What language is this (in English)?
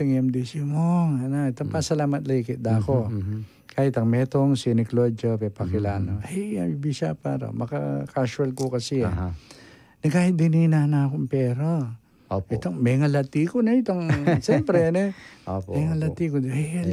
Pampanga